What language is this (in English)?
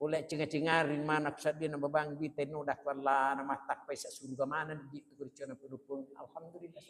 Buginese